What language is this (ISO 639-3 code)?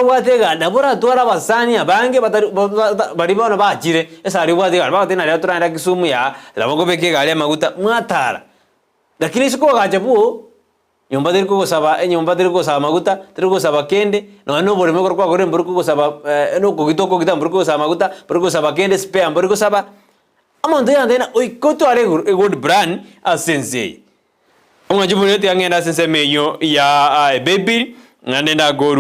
guz